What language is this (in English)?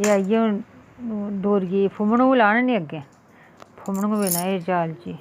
Dogri